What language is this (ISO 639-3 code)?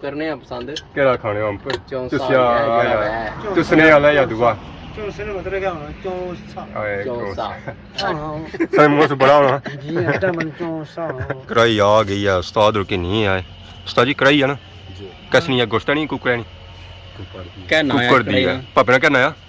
phr